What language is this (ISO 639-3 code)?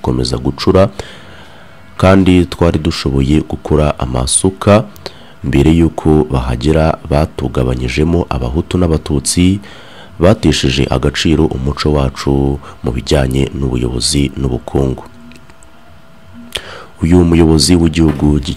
kin